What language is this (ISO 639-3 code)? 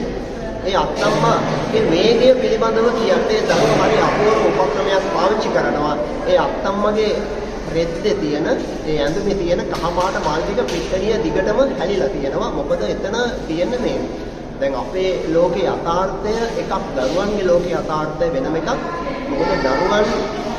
sin